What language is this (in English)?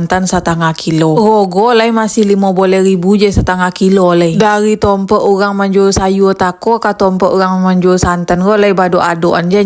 Minangkabau